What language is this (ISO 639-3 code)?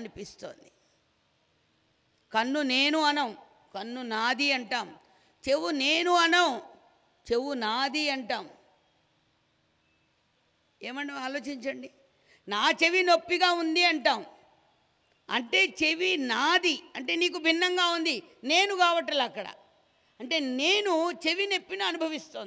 tel